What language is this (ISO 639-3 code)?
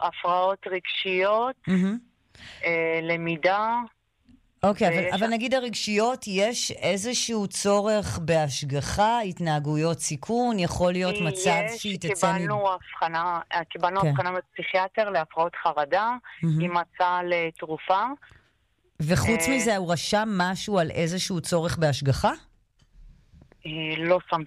heb